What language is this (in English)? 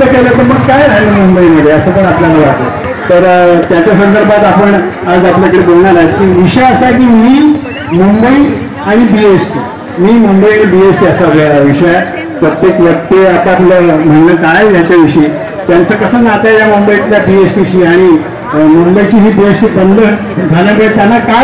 Marathi